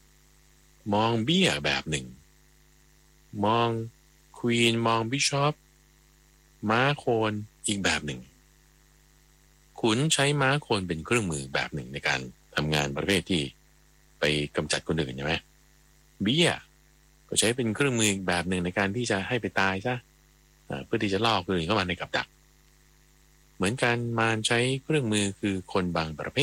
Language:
Thai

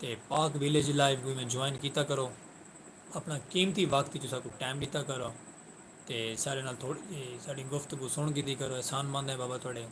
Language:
Saraiki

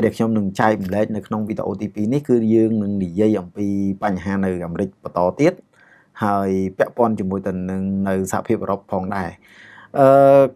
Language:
Khmer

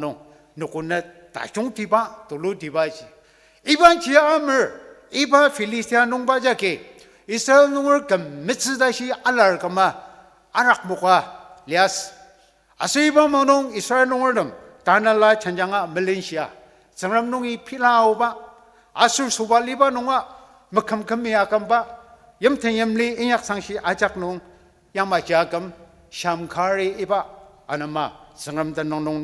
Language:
Ao Naga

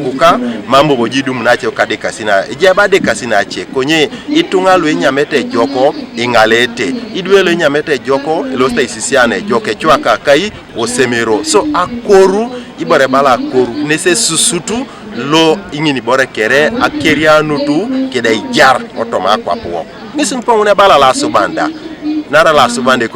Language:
Teso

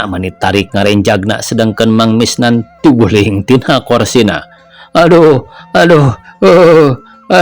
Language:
Sundanese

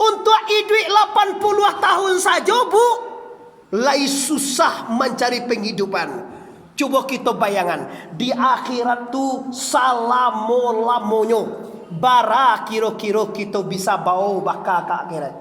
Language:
Minangkabau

